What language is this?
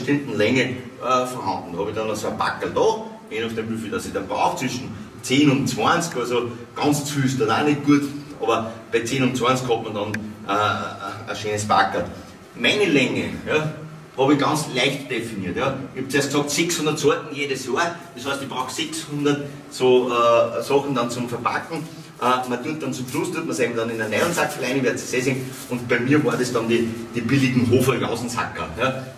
German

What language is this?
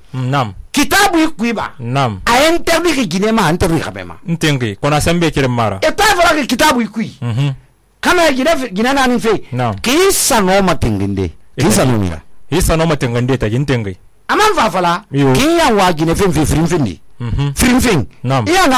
Susu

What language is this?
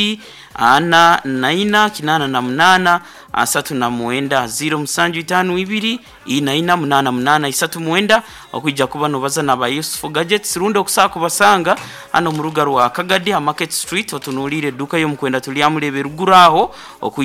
Nyoro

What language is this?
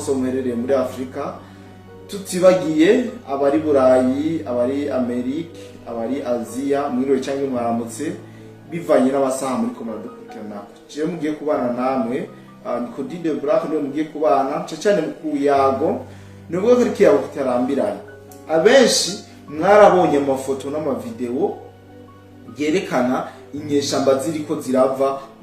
Rundi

